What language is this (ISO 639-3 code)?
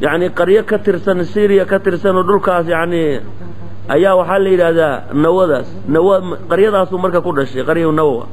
som